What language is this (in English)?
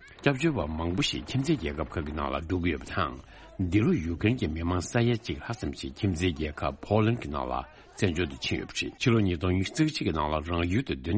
Tibetan